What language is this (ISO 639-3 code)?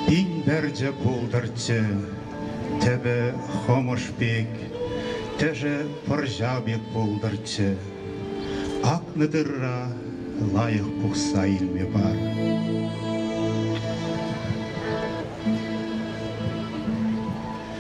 chv